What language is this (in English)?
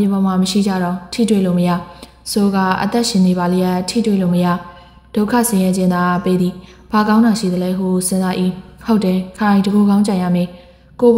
Burmese